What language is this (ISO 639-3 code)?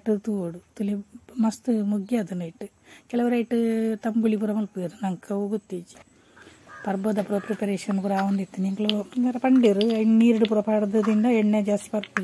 tcy